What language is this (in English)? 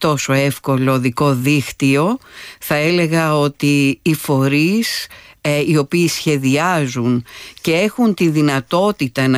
Greek